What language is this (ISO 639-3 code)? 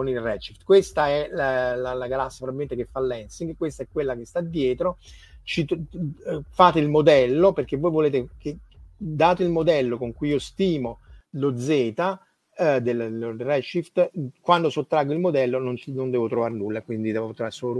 ita